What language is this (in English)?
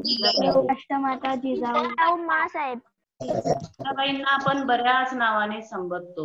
Marathi